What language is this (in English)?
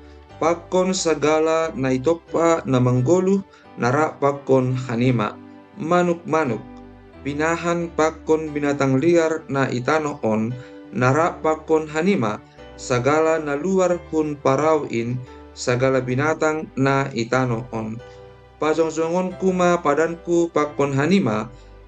Batak Simalungun